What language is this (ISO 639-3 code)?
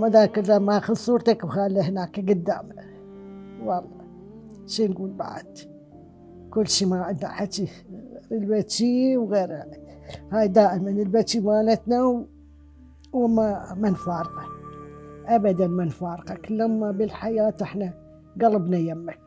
acm